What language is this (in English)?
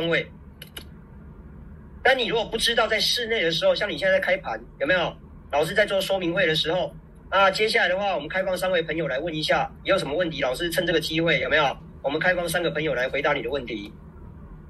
Chinese